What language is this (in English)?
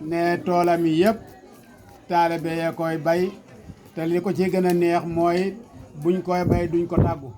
Wolof